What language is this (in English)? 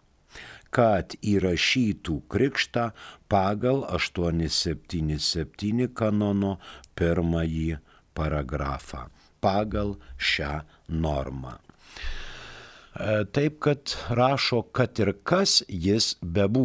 Lithuanian